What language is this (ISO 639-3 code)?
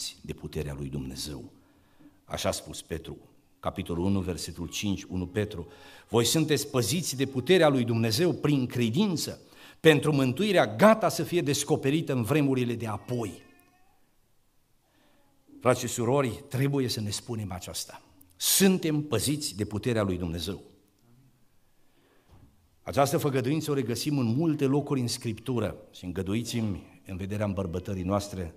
ron